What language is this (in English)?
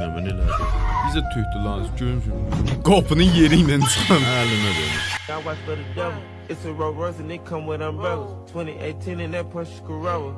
South Azerbaijani